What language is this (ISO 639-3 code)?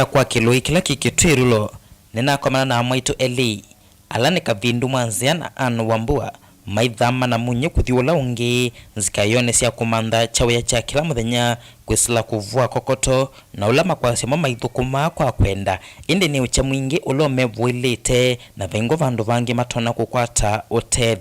kam